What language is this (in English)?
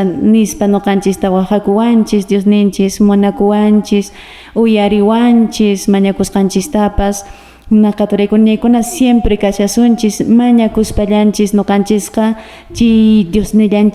Quechua